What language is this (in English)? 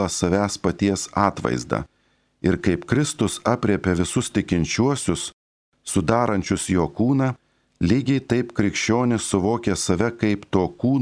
Lithuanian